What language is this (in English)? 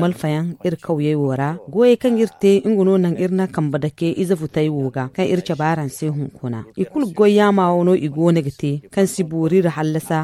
Zarma